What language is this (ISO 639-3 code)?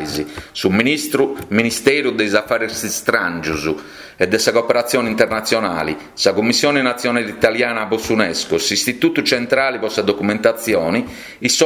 srd